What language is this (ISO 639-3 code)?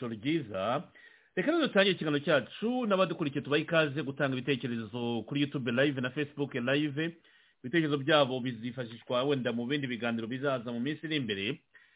kin